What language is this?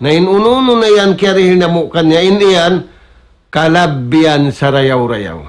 Tausug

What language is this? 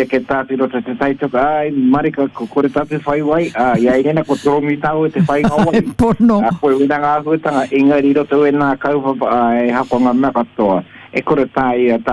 Māori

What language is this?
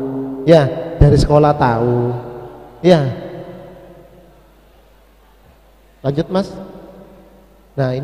Indonesian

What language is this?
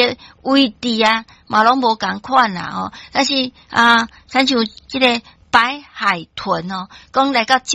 Min Nan Chinese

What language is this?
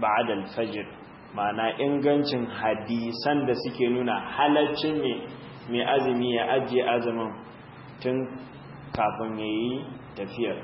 Hausa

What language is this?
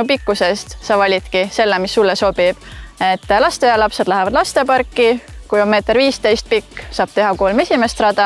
Estonian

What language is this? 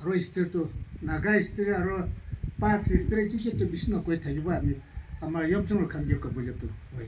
Naga Pidgin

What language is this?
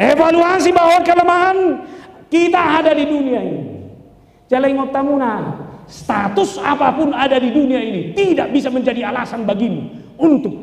Batak Toba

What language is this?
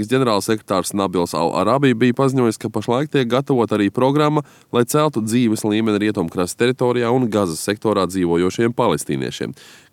Latvian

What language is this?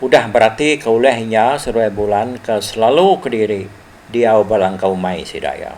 Iban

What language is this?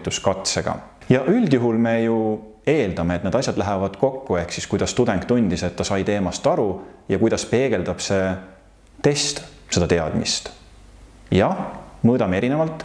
Estonian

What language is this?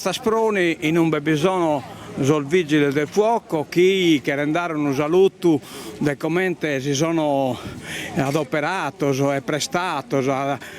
Sardinian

